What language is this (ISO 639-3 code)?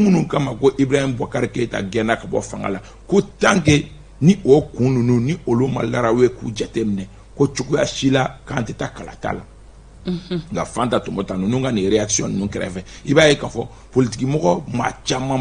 bam